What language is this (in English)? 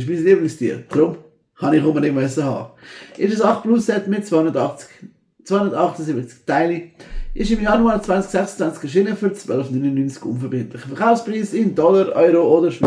Swiss German